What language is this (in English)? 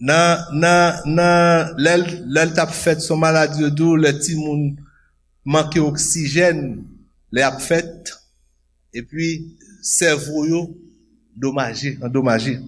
Haitian Creole